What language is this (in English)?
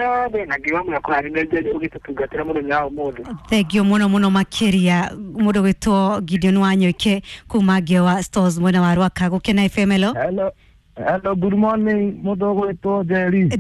Kikuyu